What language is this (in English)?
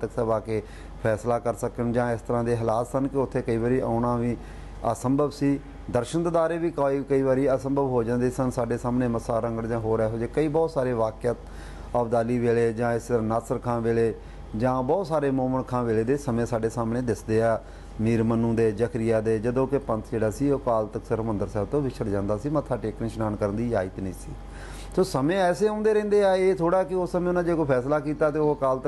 Punjabi